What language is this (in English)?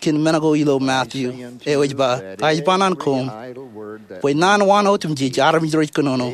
Marshallese